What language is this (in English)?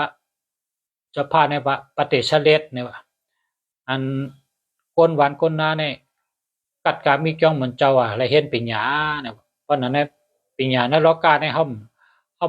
Shan